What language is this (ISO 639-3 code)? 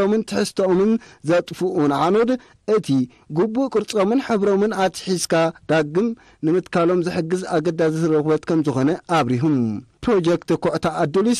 tir